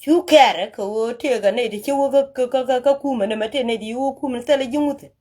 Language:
Nuer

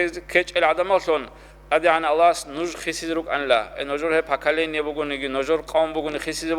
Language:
Avaric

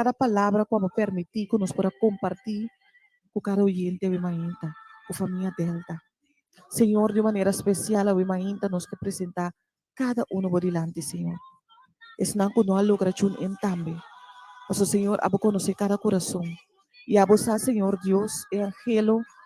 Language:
Papiamento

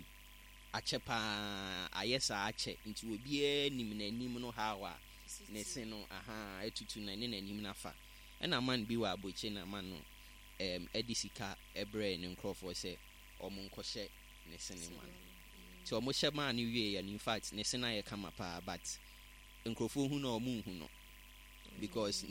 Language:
Akan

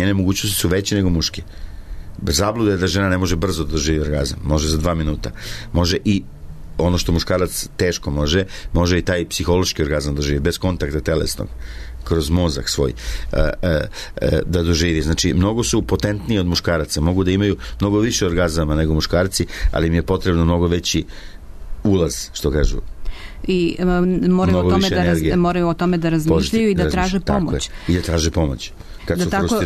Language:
Serbian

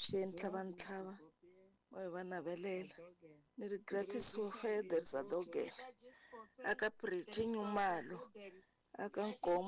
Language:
Tsonga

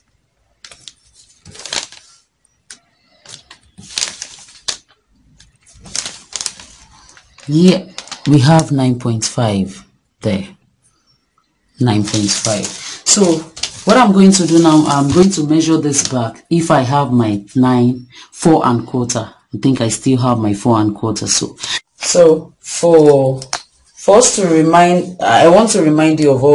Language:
English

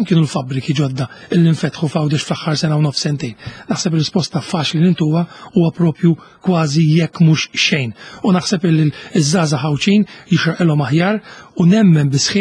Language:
Maltese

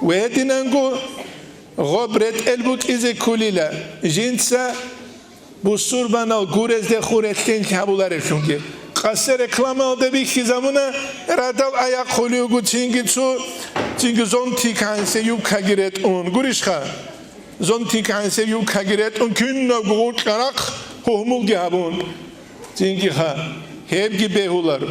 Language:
Avaric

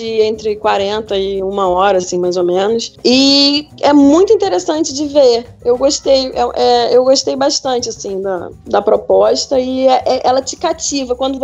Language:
Portuguese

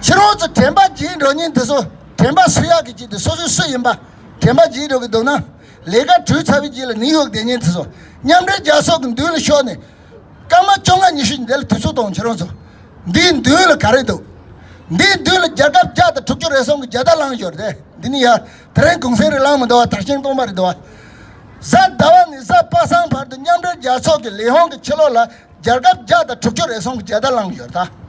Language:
Tibetan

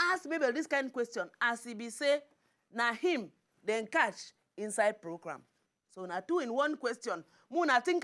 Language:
Nigerian Pidgin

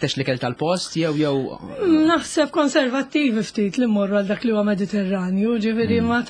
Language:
Maltese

